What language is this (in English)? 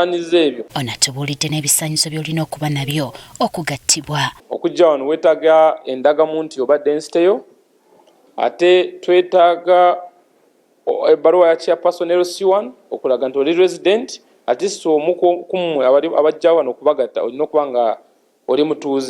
Ganda